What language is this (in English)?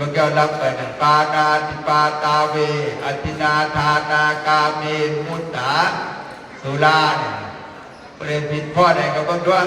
Northeastern Thai